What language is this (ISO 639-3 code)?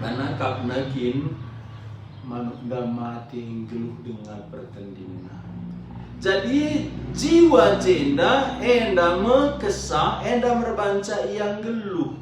btx